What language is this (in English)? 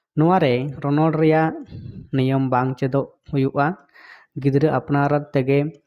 Santali